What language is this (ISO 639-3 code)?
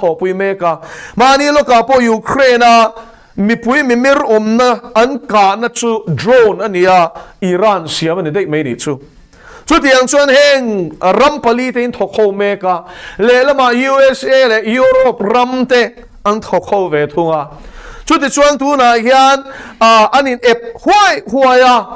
lus